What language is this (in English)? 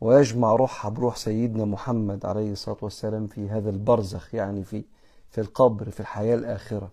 Egyptian Arabic